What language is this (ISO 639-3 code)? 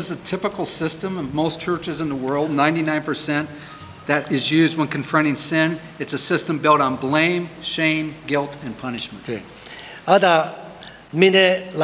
lis